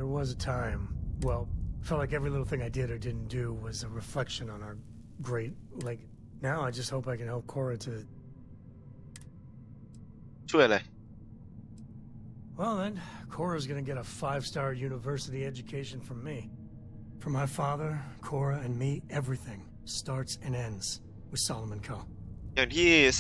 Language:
Thai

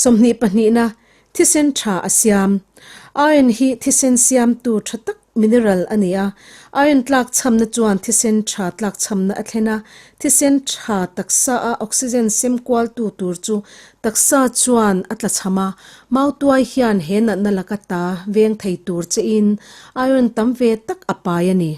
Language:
Mizo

